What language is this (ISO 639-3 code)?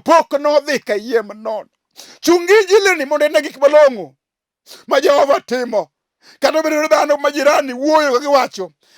luo